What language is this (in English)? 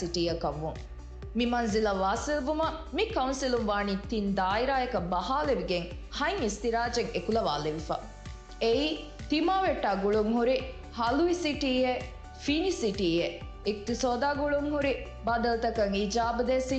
Divehi